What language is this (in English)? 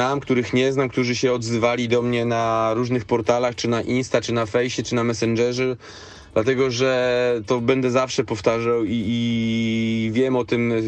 Polish